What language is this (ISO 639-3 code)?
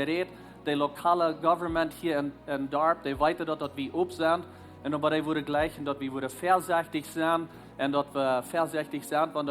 pdt